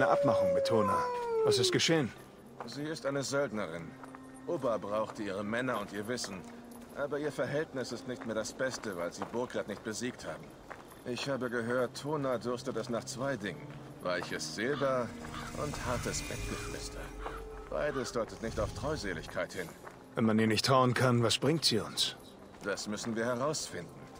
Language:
German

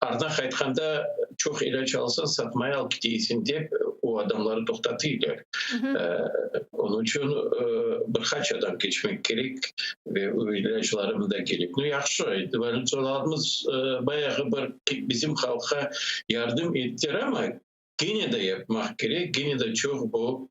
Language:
Crimean Tatar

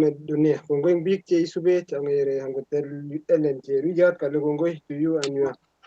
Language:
Kalenjin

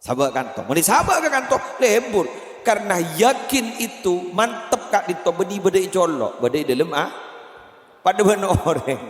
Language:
Madurese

